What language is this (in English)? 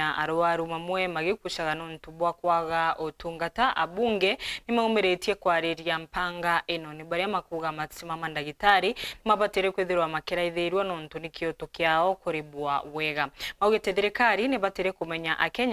Meru